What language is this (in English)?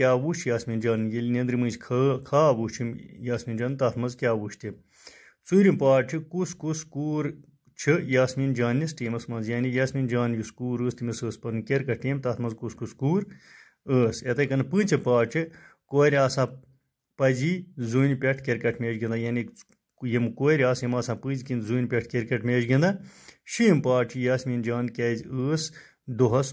Kashmiri